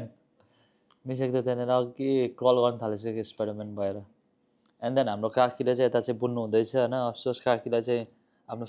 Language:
Nepali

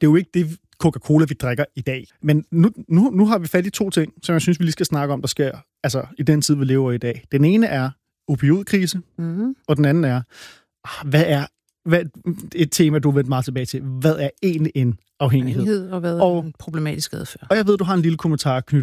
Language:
Danish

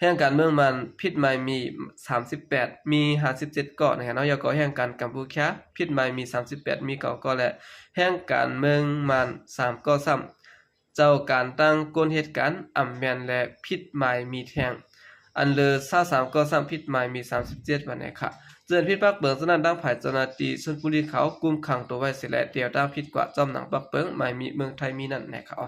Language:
Shan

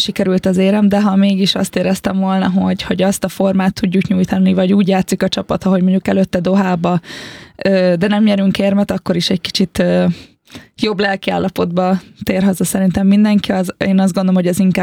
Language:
Hungarian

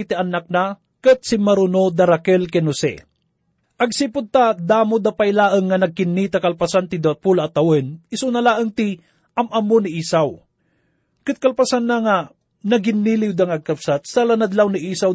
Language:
Iloko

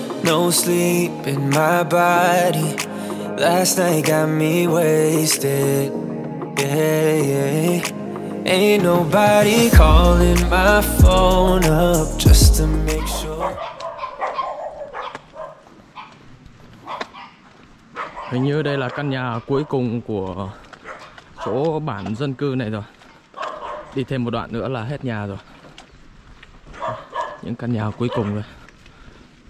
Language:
Vietnamese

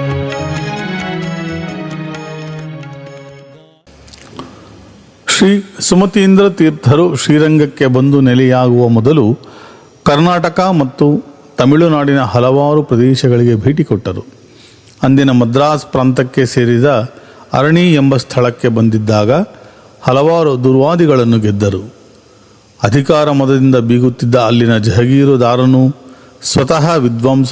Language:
Kannada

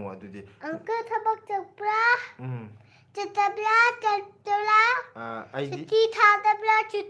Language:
Manipuri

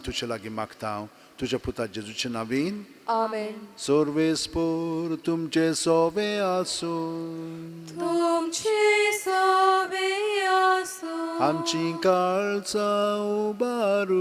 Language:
Konkani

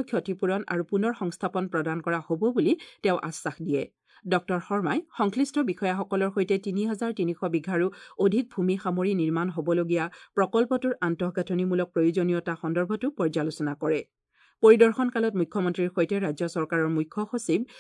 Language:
Assamese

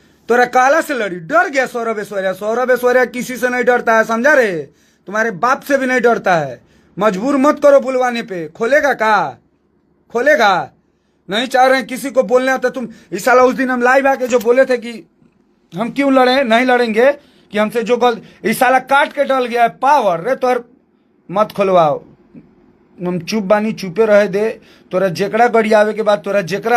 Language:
Bhojpuri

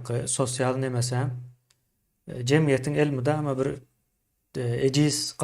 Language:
Turkmen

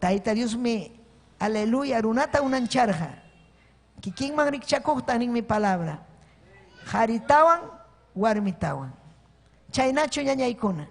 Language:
Ayacucho Quechua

